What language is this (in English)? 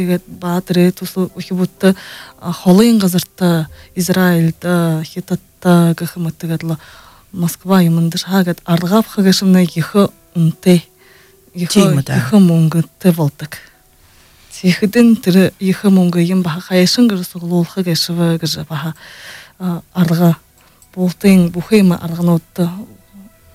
Buriat